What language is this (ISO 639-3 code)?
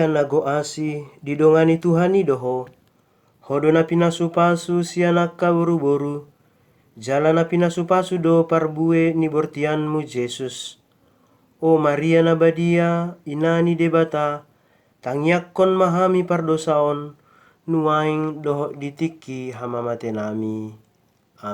bbc